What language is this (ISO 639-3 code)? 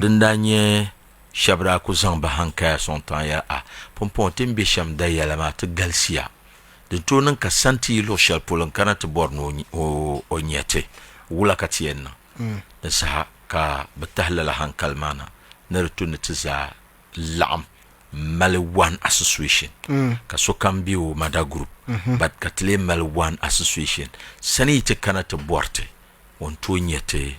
dag